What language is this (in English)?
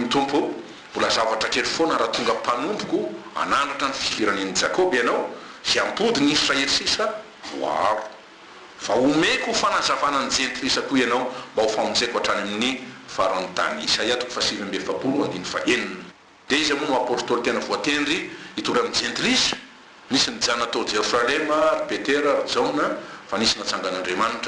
Malagasy